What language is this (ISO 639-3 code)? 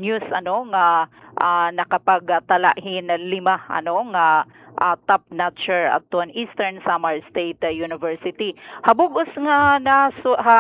war